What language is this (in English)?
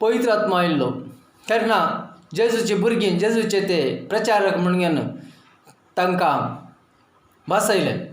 Konkani